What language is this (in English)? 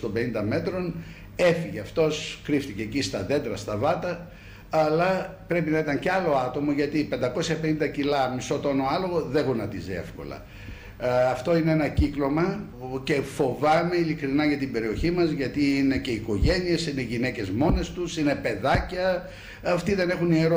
Greek